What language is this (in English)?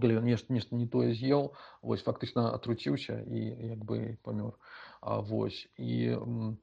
Belarusian